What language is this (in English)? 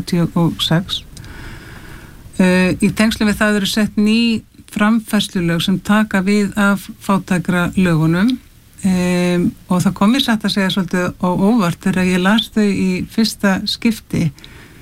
Icelandic